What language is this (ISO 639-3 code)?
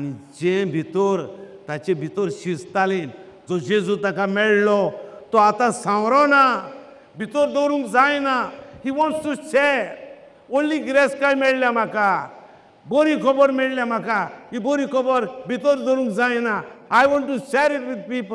kok